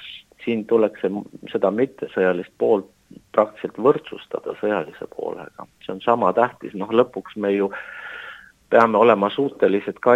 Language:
Estonian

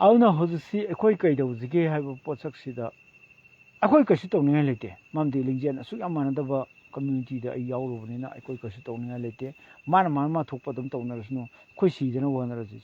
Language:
Manipuri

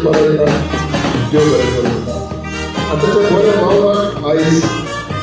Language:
Konkani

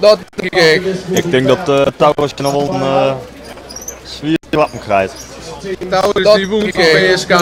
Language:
Western Frisian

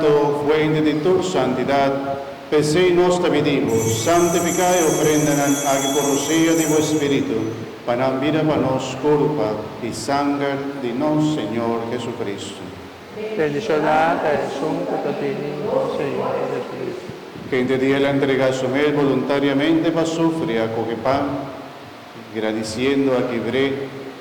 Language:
Papiamento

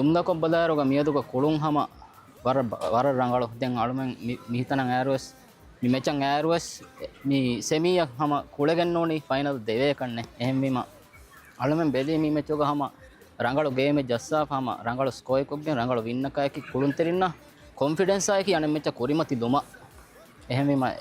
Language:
Divehi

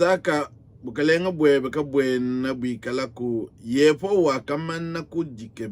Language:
Luba-Lulua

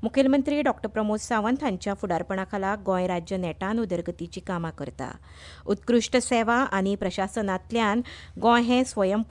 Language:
Konkani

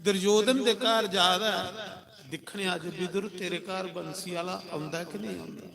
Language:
Dogri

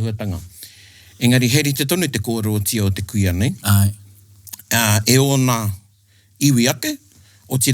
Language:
Māori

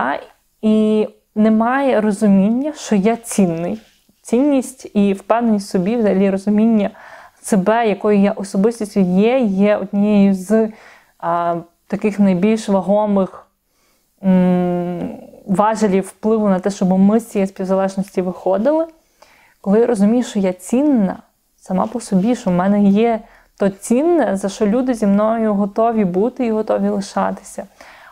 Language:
Ukrainian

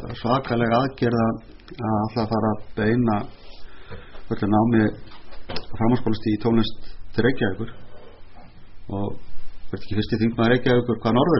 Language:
Icelandic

